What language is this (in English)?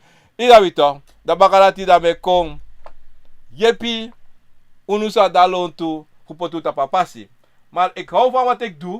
Sranan Tongo